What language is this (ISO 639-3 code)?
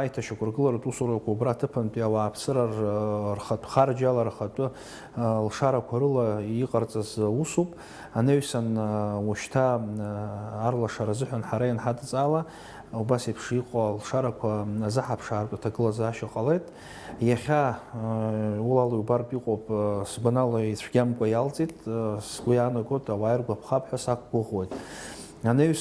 abk